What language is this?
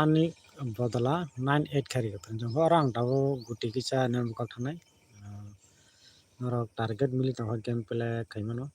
Kok Borok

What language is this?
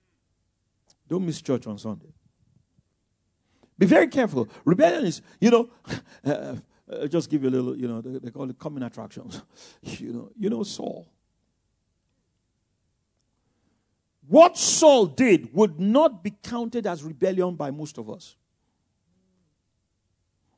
English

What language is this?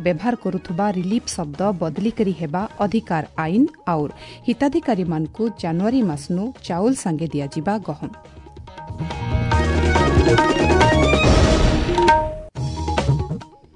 Odia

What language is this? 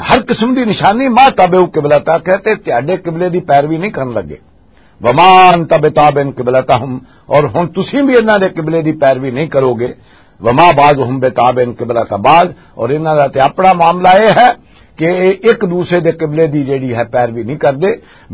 Western Panjabi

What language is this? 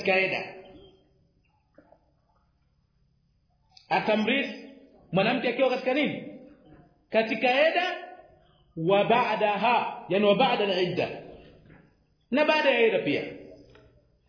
Swahili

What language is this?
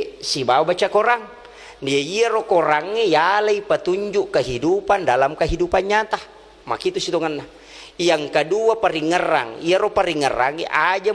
Buginese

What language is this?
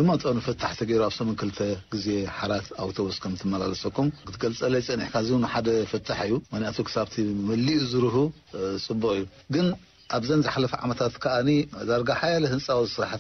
Tigrinya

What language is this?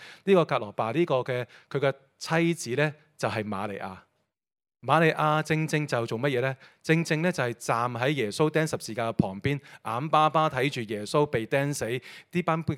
Cantonese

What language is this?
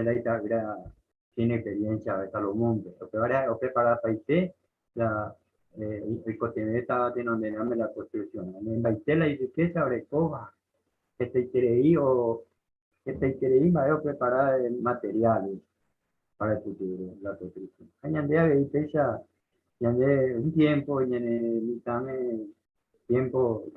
Guarani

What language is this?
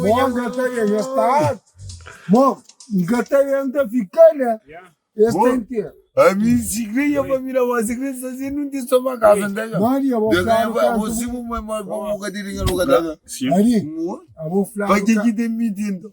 Kabuverdianu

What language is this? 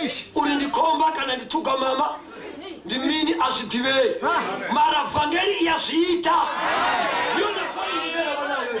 Venda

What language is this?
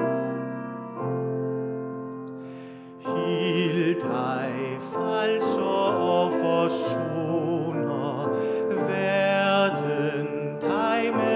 Danish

